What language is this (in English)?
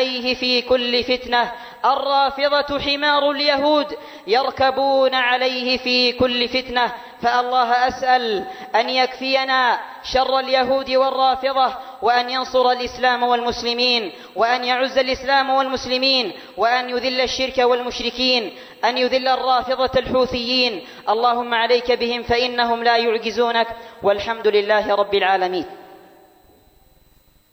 Arabic